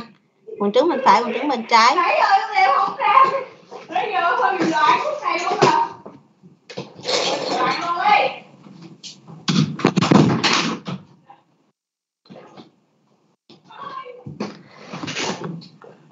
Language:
Vietnamese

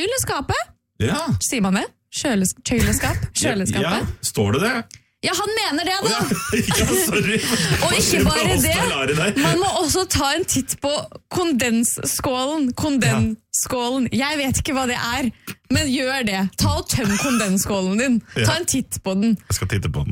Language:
Norwegian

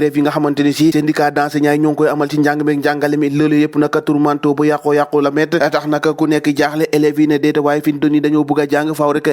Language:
Wolof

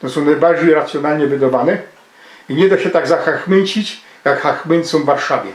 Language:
Silesian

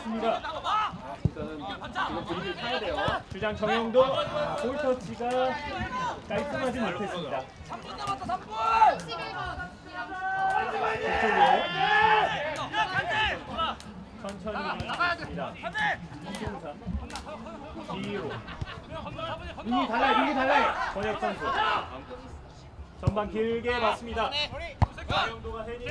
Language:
Korean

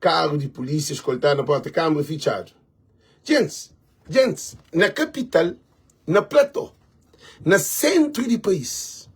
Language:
Kabuverdianu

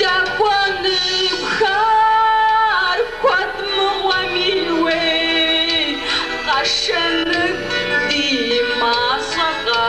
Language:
Kabardian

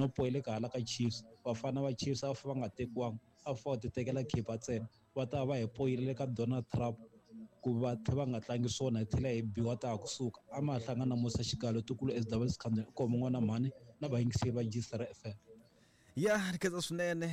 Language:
Tsonga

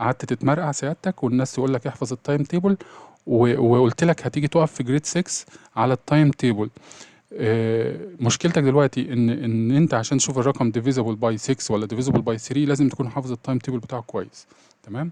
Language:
Egyptian Arabic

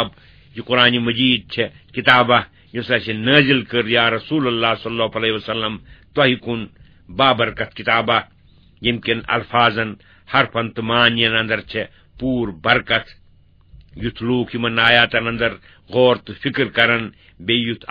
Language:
Kashmiri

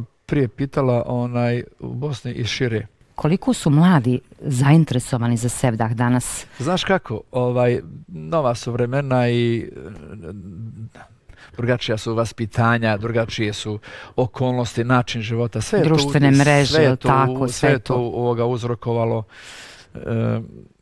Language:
Bosnian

